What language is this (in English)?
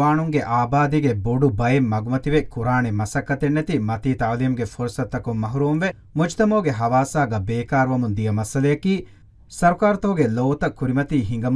Divehi